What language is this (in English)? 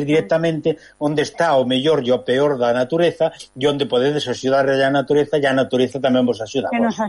Galician